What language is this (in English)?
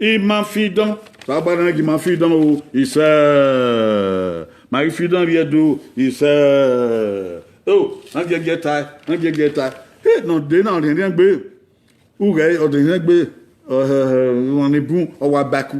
Bini